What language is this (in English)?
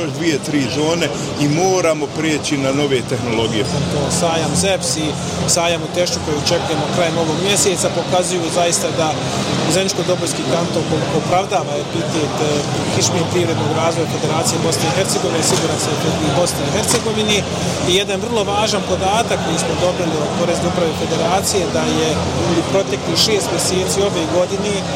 Bosnian